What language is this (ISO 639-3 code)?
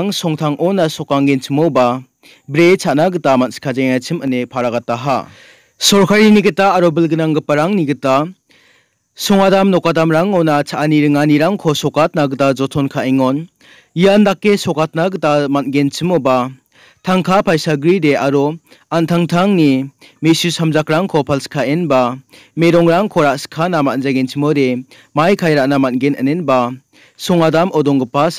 grt